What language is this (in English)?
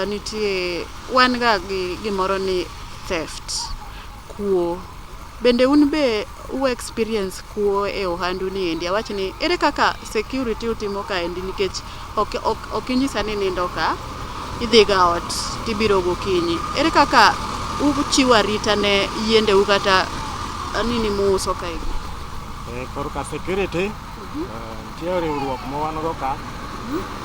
Luo (Kenya and Tanzania)